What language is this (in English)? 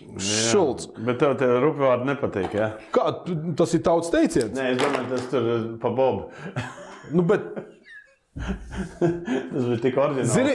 Latvian